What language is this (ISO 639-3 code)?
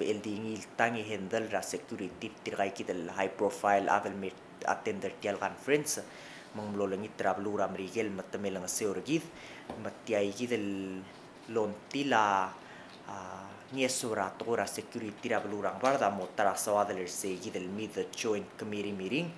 pau